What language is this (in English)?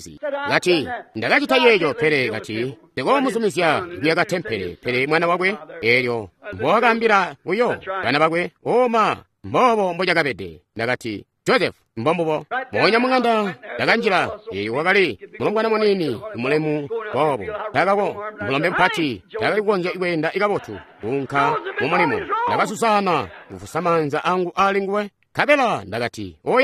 Tonga (Zambia)